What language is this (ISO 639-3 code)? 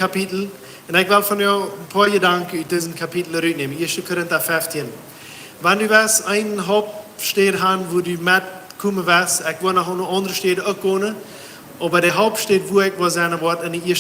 pdt